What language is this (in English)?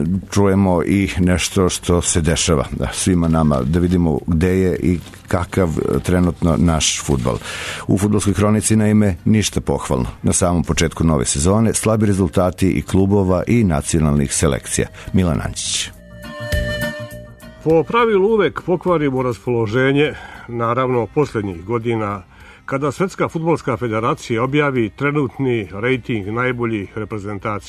Serbian